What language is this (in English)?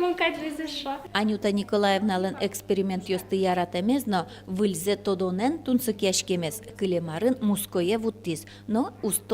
Udmurt